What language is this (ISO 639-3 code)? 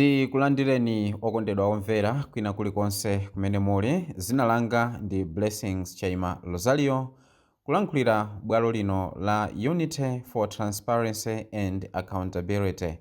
nya